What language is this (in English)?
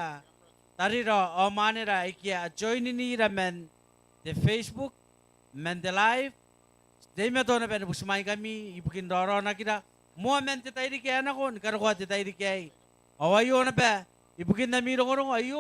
Gilbertese